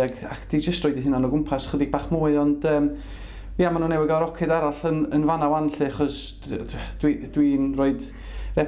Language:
Welsh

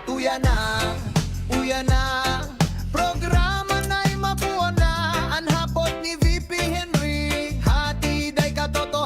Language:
Bikol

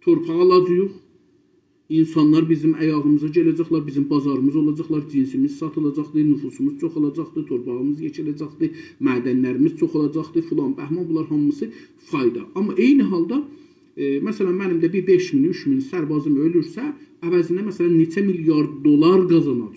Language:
South Azerbaijani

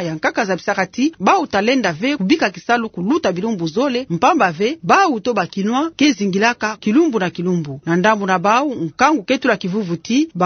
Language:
Kituba (Democratic Republic of Congo)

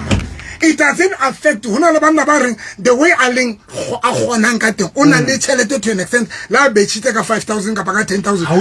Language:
Southern Sotho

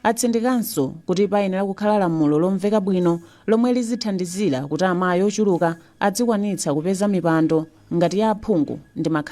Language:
Nyanja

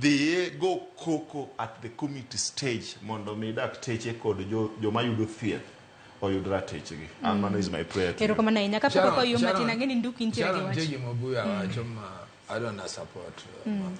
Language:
Luo (Kenya and Tanzania)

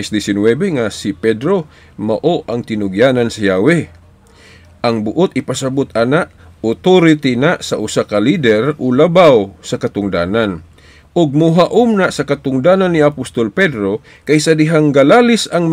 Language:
Cebuano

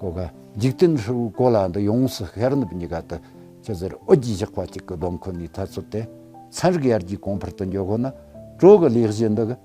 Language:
Tibetan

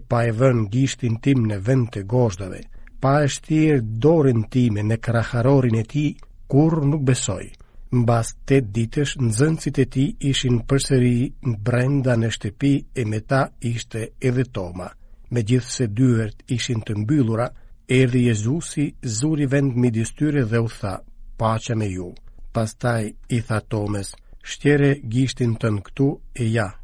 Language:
Albanian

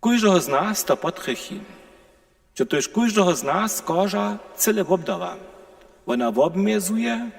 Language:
Upper Sorbian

